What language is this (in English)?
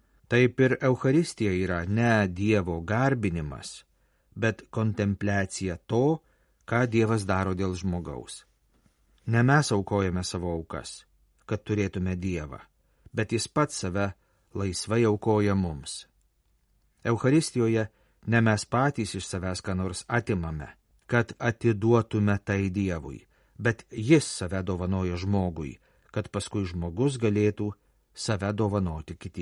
Lithuanian